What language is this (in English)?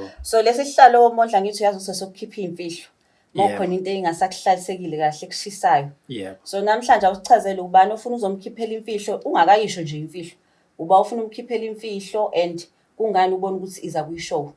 Zulu